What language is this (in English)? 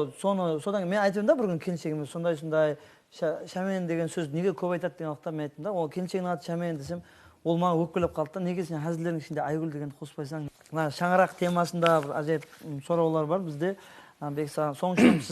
Kara-Kalpak